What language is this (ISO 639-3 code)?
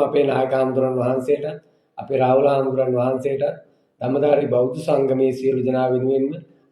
sin